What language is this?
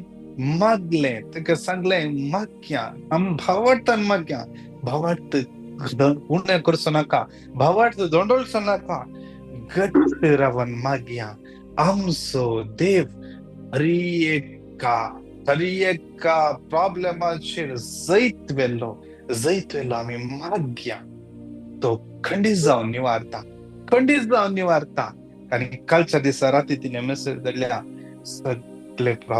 Konkani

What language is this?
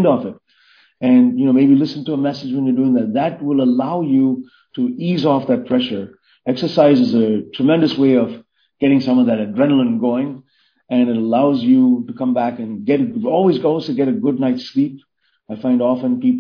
English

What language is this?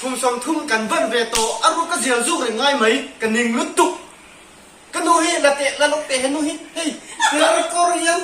Mizo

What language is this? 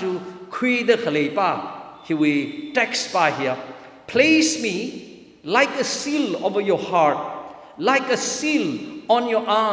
Tangkhul Naga (India)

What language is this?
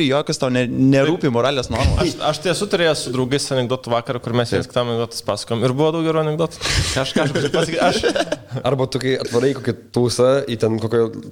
Lithuanian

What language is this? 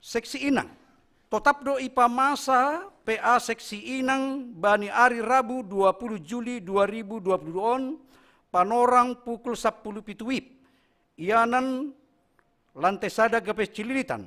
Batak Simalungun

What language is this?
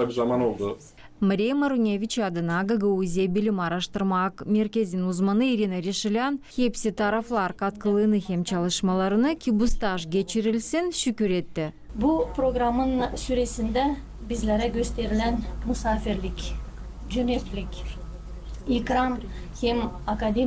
Gagauz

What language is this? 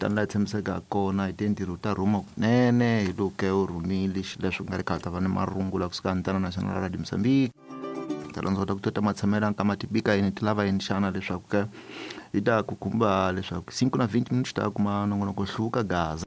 Tsonga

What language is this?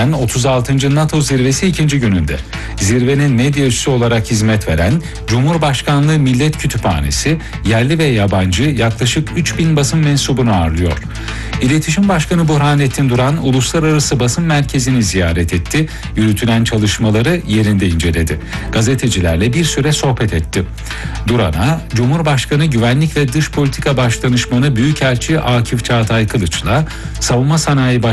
Turkish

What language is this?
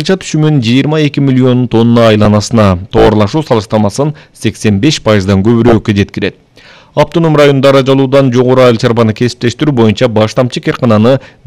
Kyrgyz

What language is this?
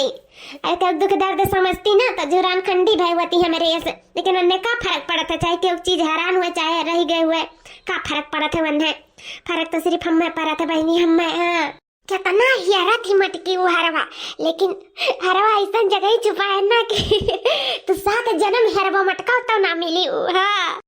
Awadhi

